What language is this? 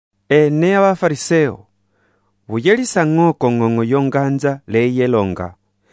Umbundu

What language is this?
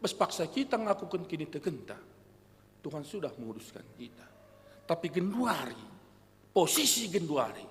Batak Karo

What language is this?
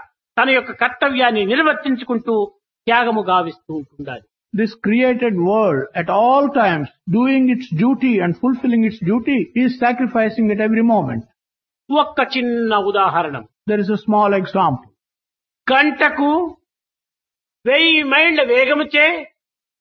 Telugu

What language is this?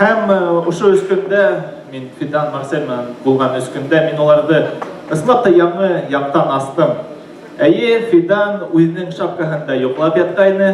Bashkir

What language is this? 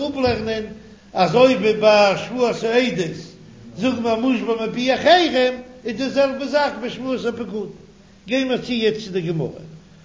Yiddish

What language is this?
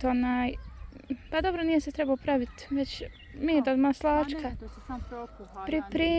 Bosnian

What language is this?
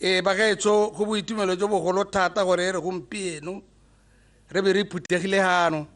Tswana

